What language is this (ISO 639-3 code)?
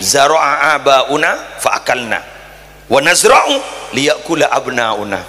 mad